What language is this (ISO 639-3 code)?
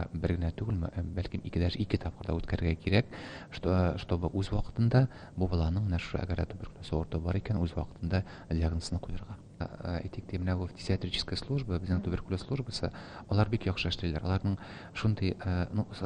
tat